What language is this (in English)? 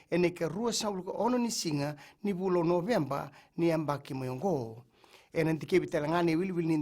Fijian